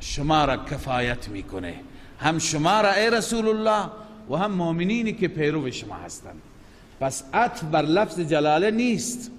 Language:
Persian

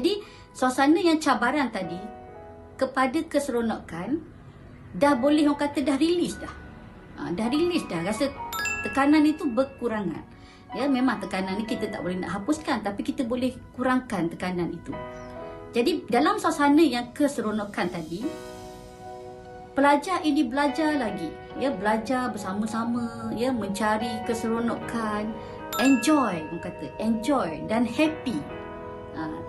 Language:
Malay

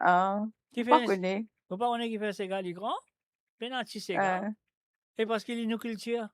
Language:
Morisyen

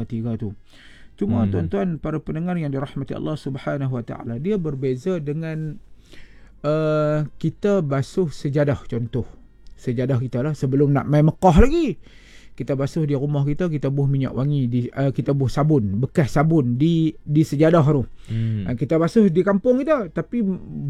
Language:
Malay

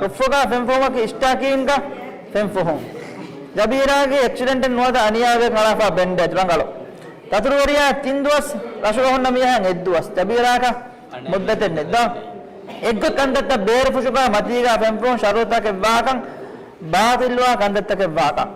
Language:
Divehi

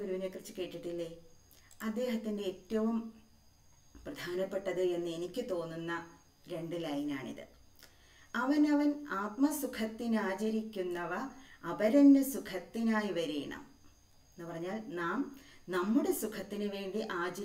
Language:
Malayalam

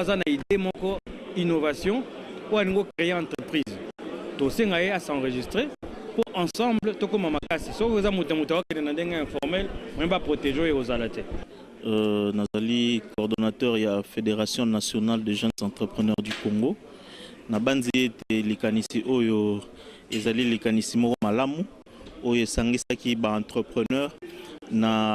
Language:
Lingala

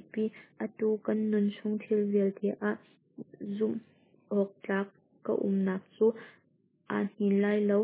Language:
Hakha Chin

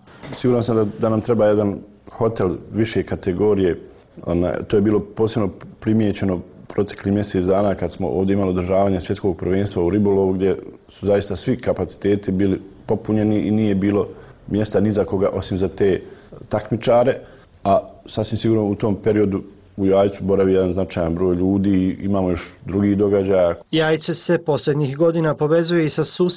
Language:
Bosnian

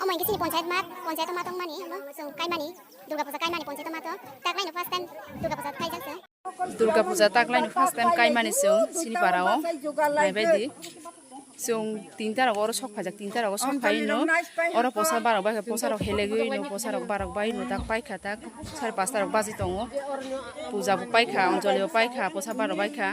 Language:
Kok Borok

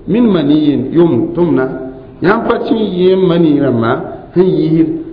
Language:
Mossi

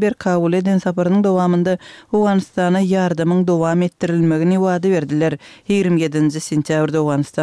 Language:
Turkmen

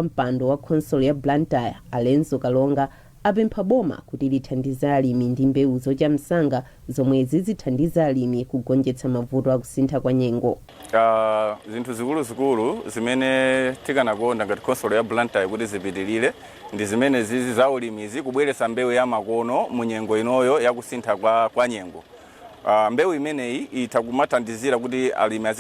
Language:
Nyanja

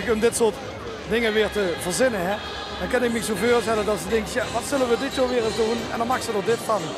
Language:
Limburgish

